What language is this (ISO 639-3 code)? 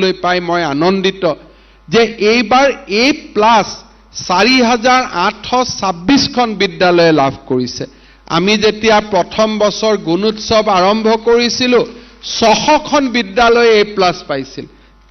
asm